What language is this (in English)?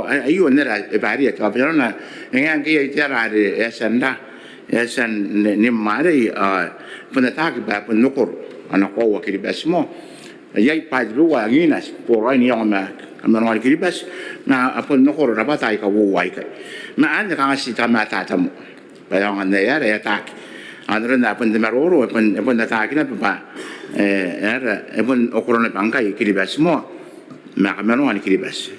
Gilbertese